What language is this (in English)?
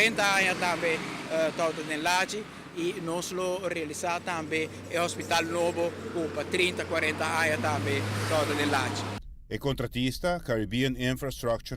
Papiamento